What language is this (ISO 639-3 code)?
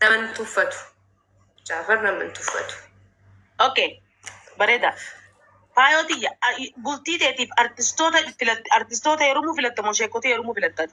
orm